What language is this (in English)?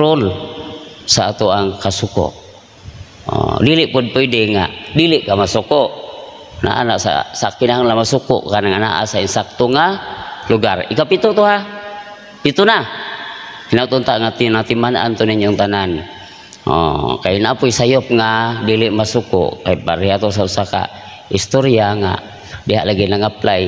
Cebuano